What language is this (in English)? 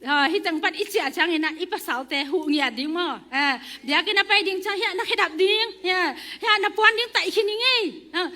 Tedim Chin